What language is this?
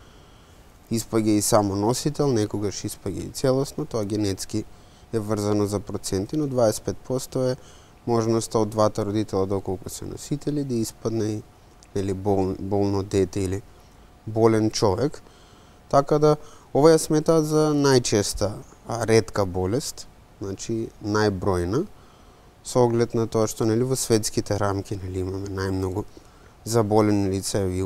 Macedonian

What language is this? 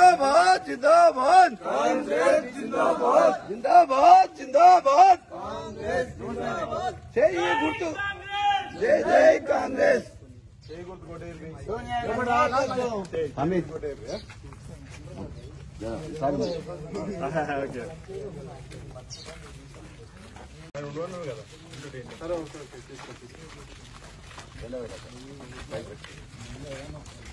Telugu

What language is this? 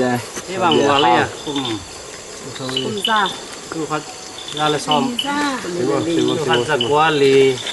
Tedim Chin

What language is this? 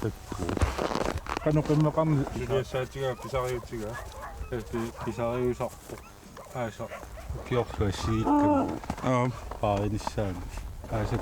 Kalaallisut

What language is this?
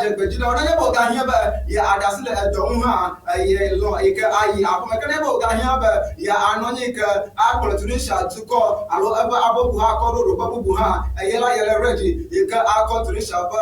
Ewe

